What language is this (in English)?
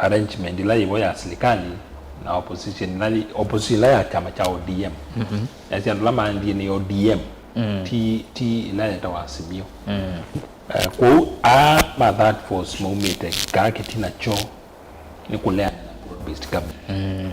Kamba